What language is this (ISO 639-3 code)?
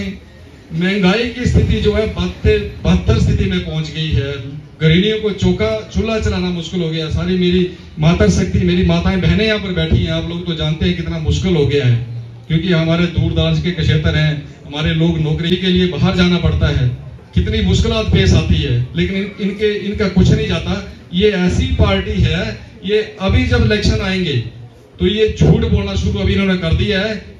hin